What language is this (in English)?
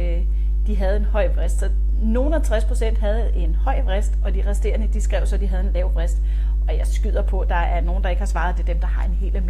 Danish